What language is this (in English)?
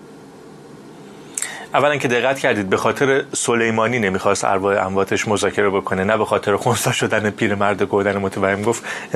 Persian